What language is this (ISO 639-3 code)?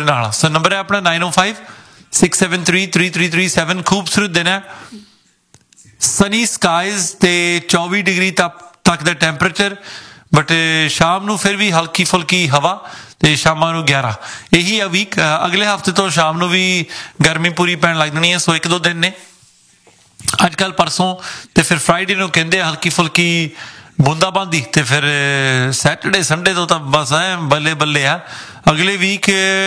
pan